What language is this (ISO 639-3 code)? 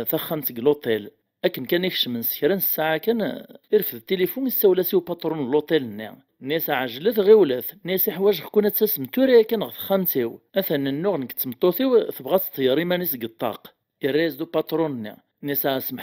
kab